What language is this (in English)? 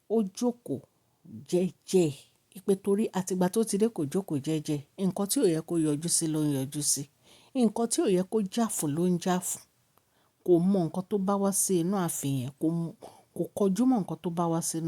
Yoruba